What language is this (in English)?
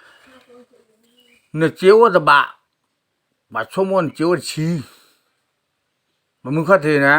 S'gaw Karen